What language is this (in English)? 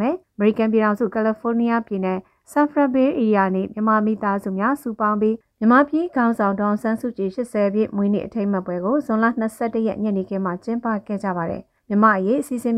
Burmese